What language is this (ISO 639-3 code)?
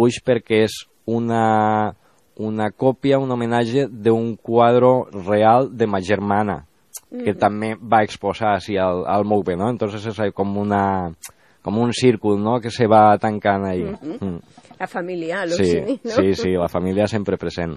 cat